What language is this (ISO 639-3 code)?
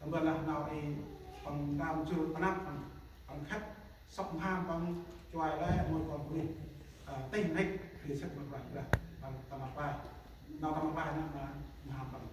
cmo